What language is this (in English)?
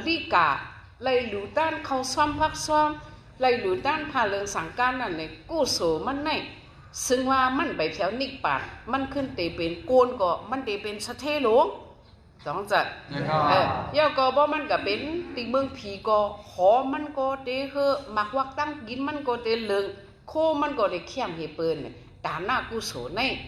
Shan